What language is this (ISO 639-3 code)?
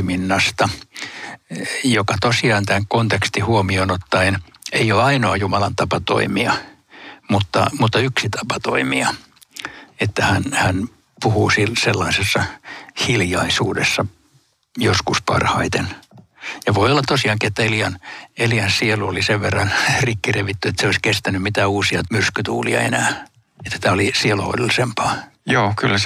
fin